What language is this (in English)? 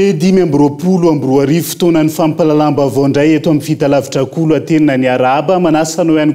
Malagasy